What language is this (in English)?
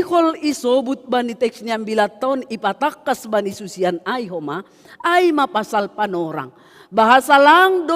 Batak Simalungun